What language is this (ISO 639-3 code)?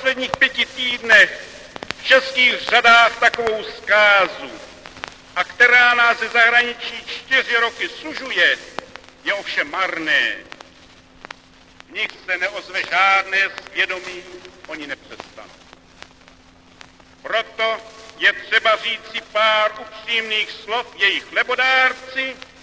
ces